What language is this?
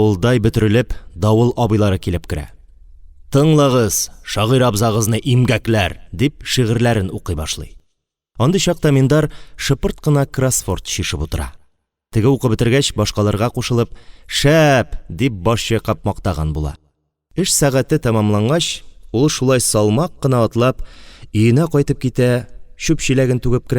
Tatar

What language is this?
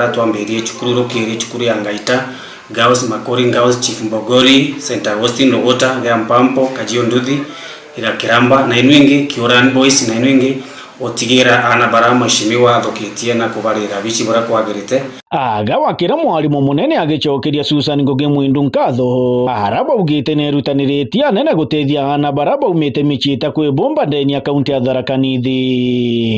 Meru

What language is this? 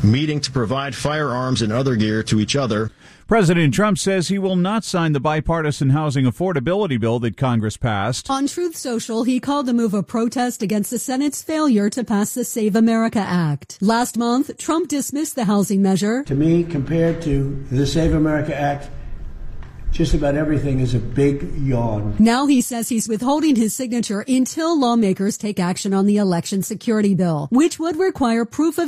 English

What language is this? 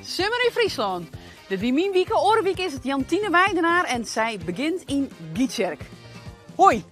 Western Frisian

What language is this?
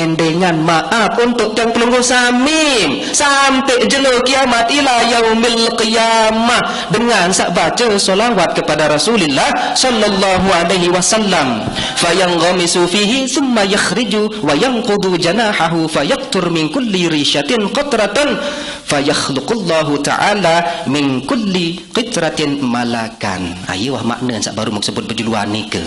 Sasak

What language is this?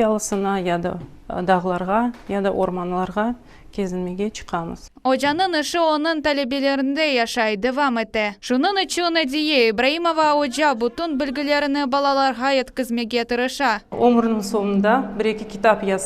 Crimean Tatar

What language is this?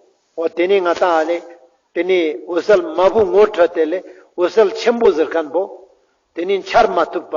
Ladakhi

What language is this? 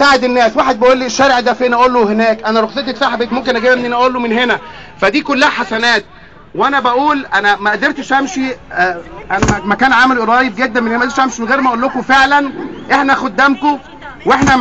Egyptian Arabic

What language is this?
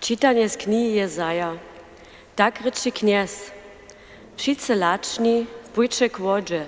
Upper Sorbian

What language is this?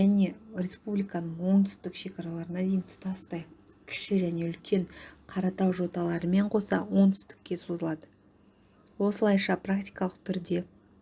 Kazakh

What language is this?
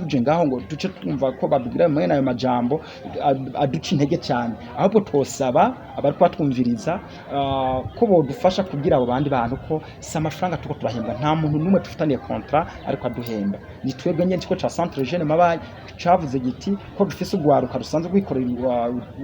Rundi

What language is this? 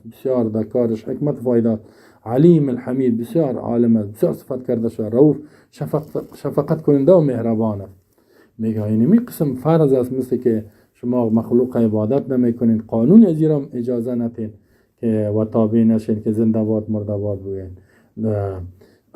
Persian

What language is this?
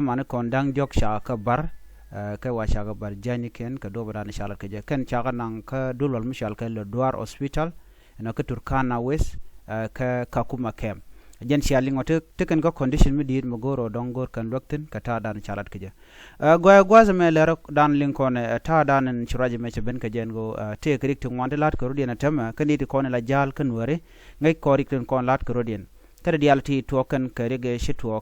Nuer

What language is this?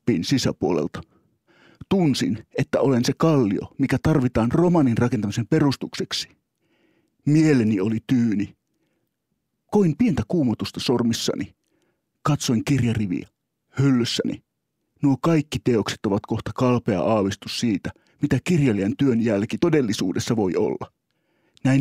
Finnish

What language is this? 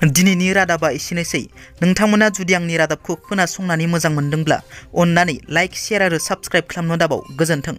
Bodo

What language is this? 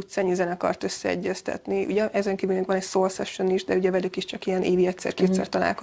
Hungarian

